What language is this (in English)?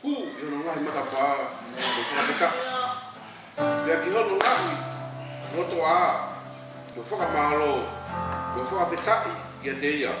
Tongan